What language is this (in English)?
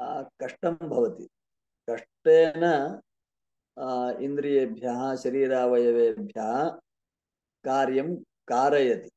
Sanskrit